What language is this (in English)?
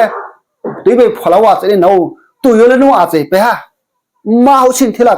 Riang (India)